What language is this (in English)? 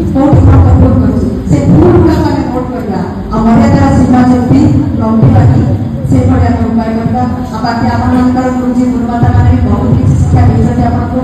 Odia